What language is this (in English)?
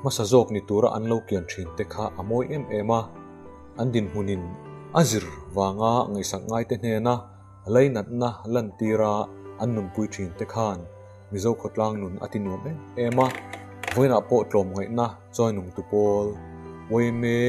Mizo